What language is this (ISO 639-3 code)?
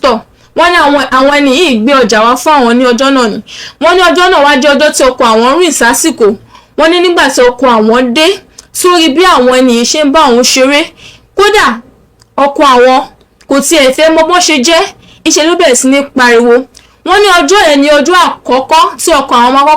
yor